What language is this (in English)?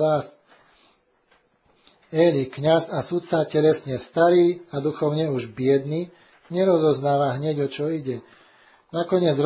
Slovak